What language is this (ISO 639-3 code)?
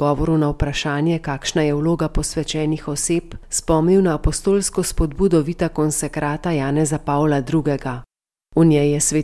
slv